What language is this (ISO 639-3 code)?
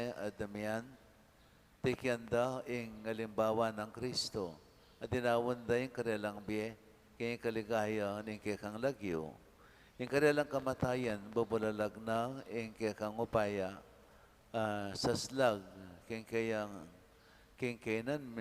pam